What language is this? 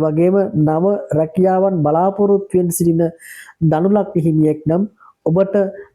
Sinhala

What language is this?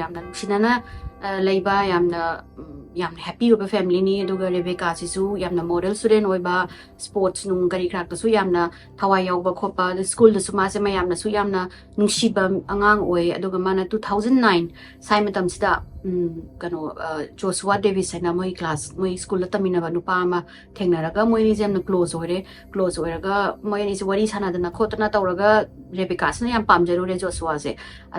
Manipuri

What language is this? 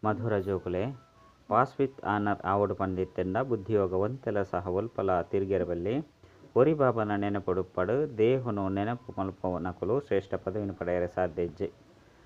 Tulu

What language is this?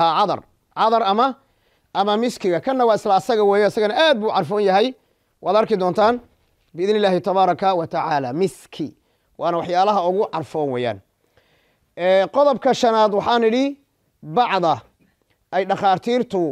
Somali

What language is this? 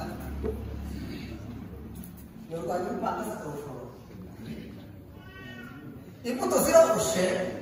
Kinyarwanda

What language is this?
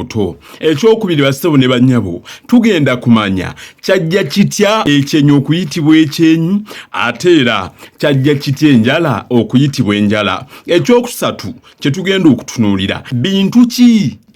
Ganda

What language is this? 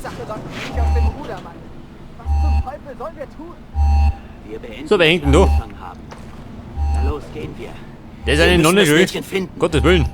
Bavarian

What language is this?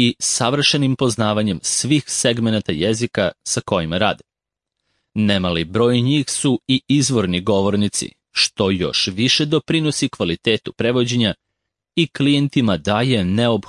Serbian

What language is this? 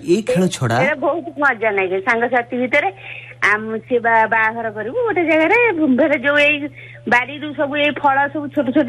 Odia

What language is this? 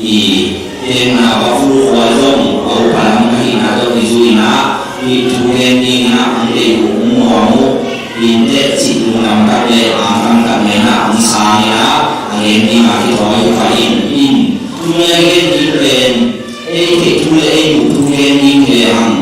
Tedim Chin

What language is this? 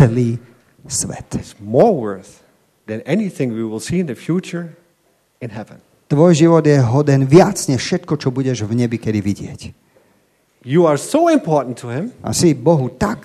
Slovak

